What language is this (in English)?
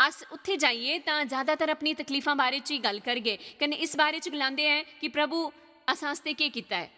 Dogri